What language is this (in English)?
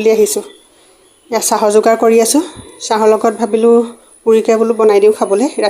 Assamese